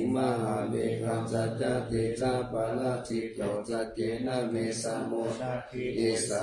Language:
Pali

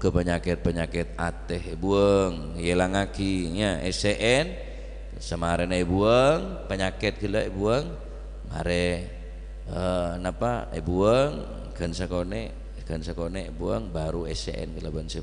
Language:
Madurese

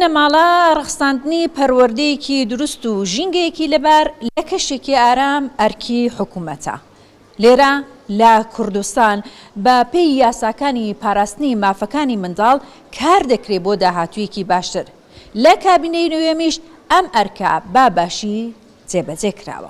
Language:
Central Kurdish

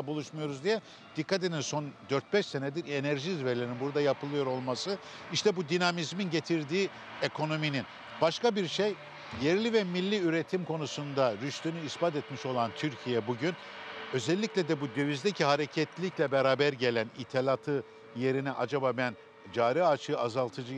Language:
Turkish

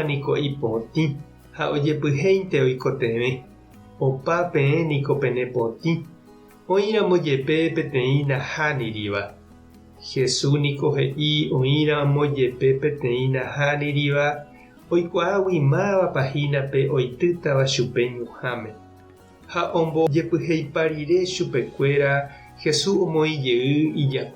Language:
Guarani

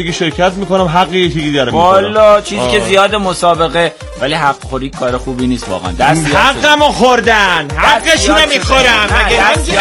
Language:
Persian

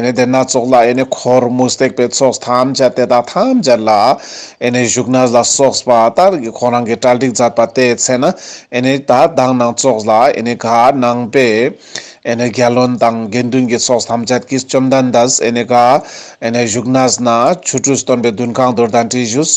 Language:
Ladakhi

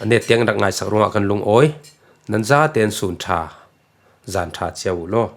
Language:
Falam Chin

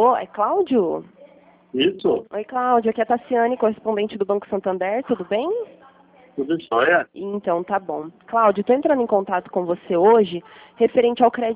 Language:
Portuguese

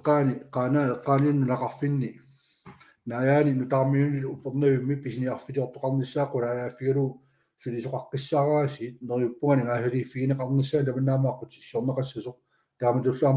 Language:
Kalaallisut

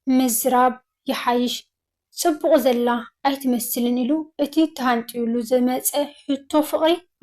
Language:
Tigrinya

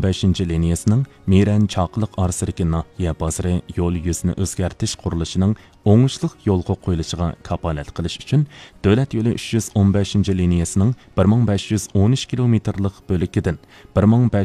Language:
Uyghur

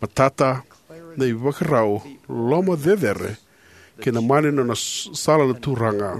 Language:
Fijian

